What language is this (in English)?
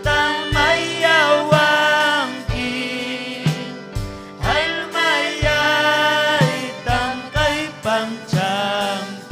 Ayacucho Quechua